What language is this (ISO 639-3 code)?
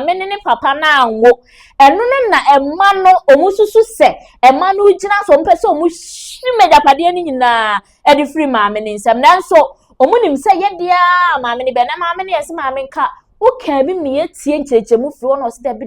aka